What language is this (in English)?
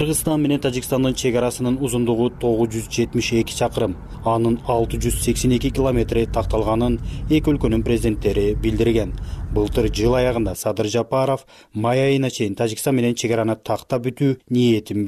Kyrgyz